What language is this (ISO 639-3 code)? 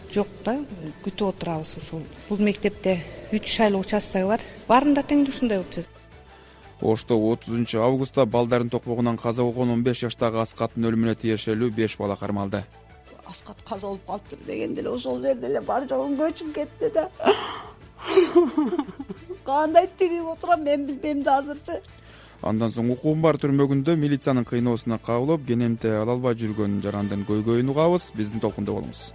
kir